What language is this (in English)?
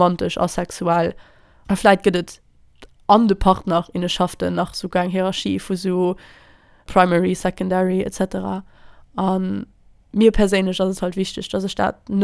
Luxembourgish